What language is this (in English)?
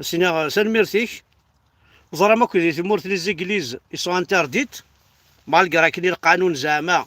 Kabyle